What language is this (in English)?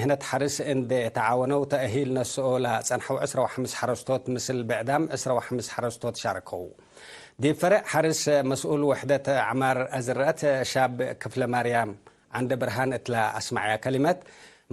Tigre